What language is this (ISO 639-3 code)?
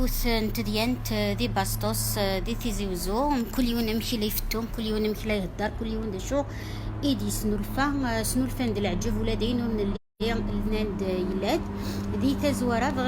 kab